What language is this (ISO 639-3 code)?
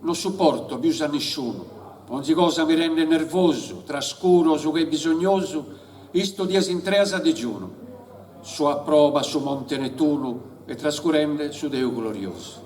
srd